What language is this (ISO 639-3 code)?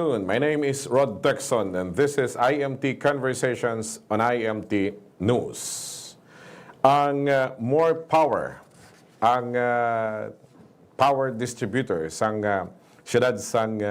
hil